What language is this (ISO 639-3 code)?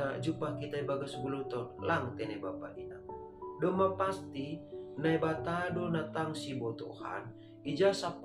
bts